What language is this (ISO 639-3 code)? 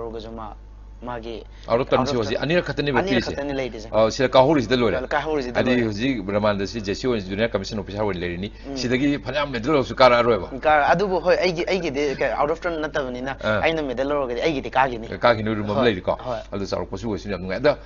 mni